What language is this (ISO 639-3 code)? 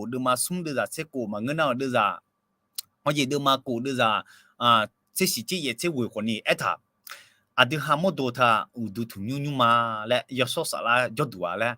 ahk